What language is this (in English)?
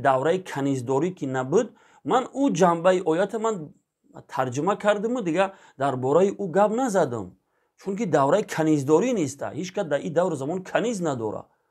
Tajik